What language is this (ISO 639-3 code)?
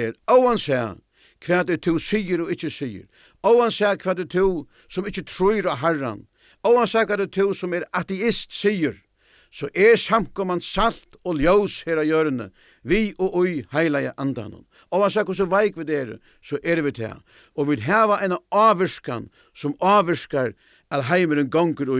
fao